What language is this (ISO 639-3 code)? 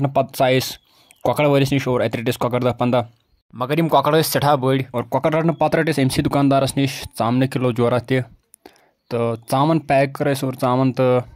kas